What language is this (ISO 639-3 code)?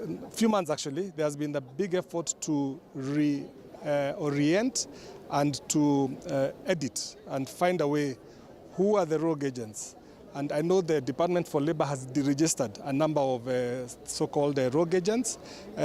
mer